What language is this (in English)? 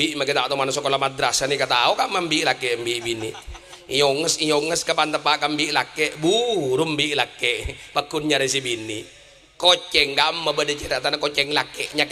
Madurese